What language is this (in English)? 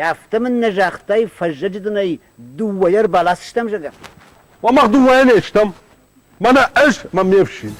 Ossetic